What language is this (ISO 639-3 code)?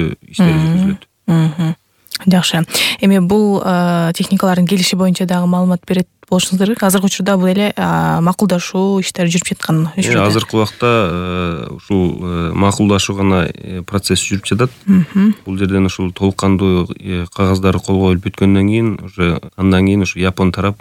kir